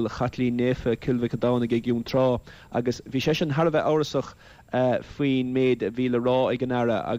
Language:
Irish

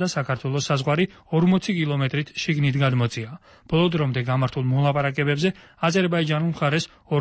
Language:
Georgian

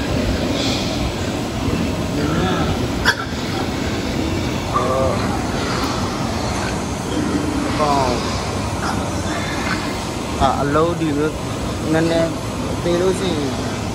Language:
Burmese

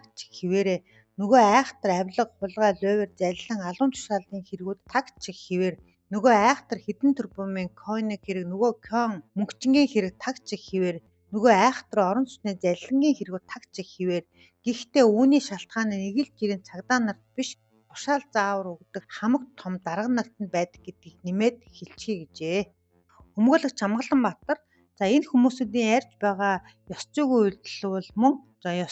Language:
Mongolian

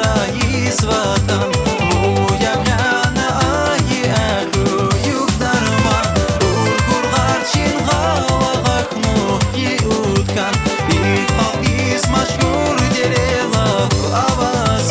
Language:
Tabassaran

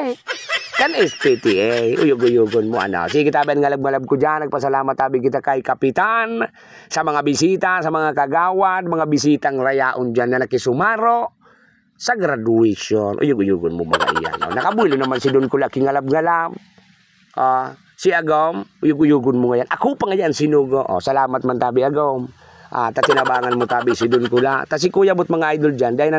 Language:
Bikol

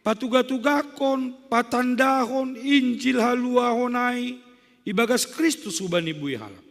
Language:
Batak Simalungun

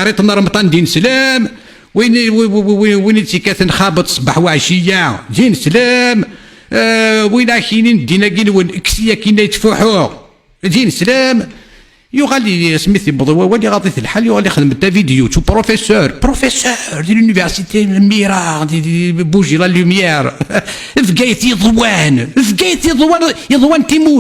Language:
Kabyle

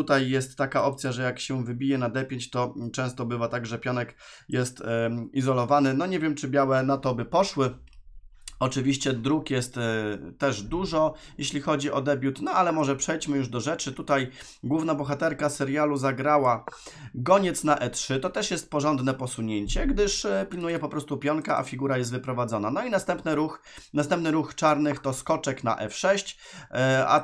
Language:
Polish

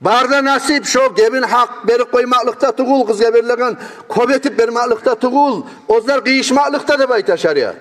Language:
Kumyk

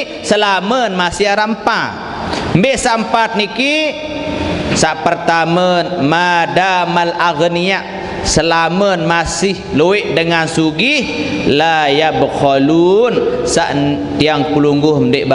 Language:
Sasak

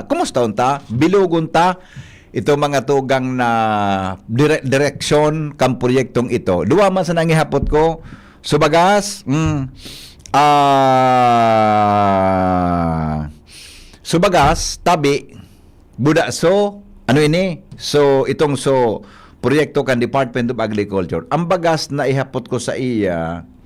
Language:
Bikol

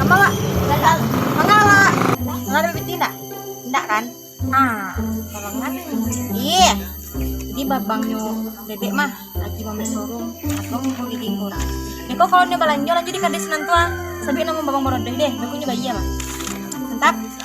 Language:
Minangkabau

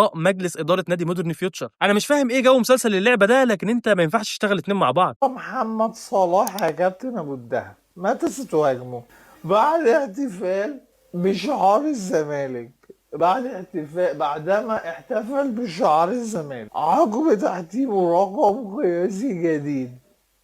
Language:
Egyptian Arabic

